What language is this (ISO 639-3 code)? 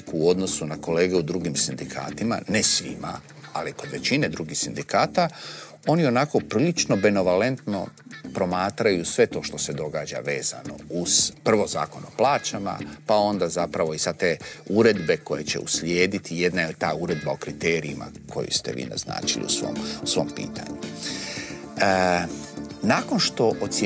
hrv